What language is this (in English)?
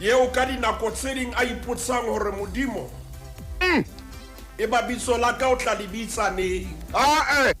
Southern Sotho